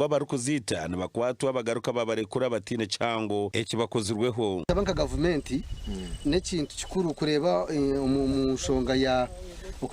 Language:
Nyankole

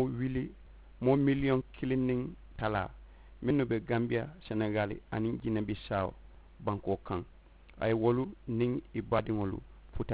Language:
Mandingo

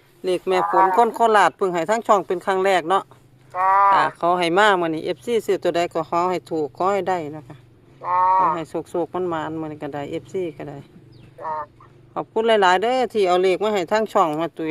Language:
Northeastern Thai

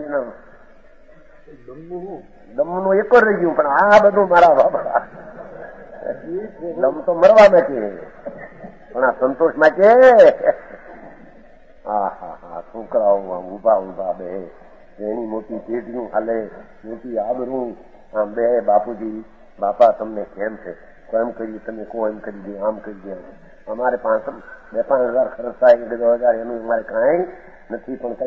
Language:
Gujarati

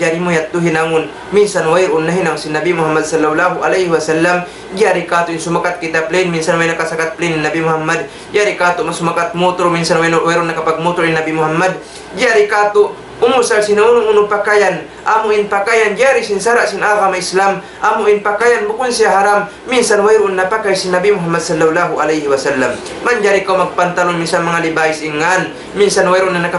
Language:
Tausug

